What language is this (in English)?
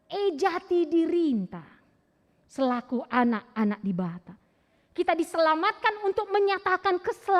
Batak Karo